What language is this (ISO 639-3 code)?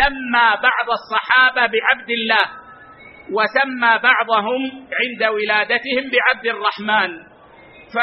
ara